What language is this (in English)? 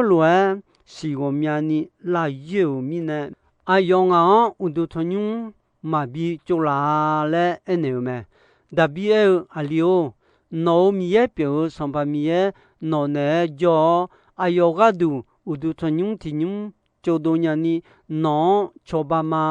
Akha